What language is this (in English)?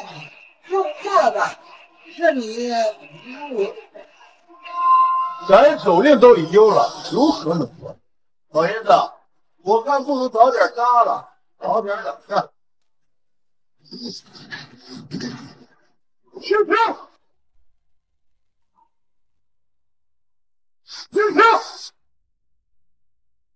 Chinese